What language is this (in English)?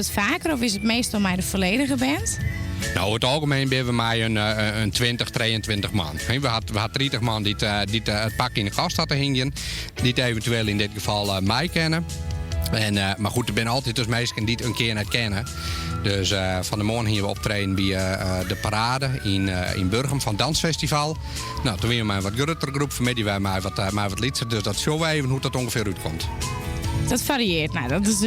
Western Frisian